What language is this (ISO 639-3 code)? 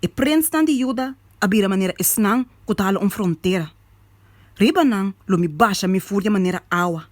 pap